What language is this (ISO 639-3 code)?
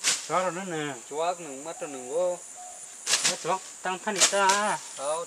trp